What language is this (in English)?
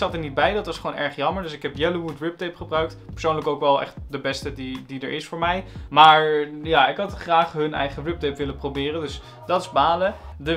Dutch